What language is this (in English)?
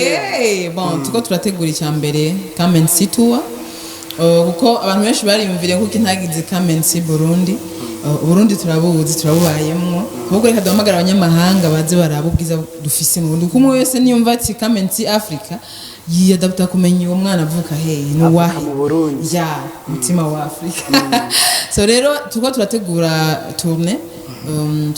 Rundi